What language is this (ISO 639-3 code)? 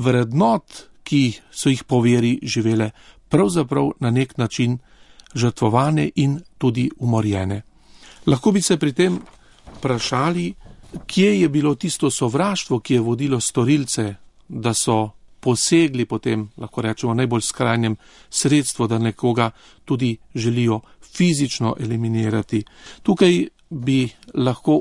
slv